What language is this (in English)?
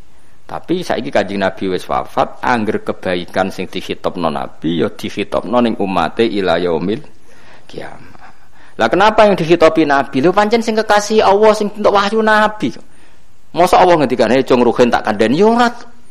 Javanese